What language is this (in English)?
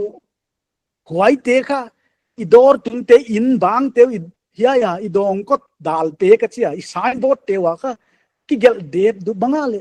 Paite Chin